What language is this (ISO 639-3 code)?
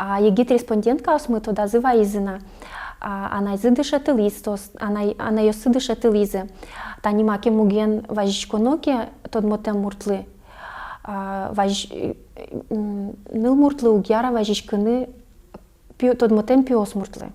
udm